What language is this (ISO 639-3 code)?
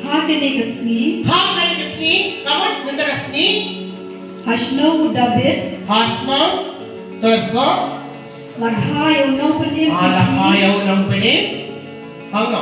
kha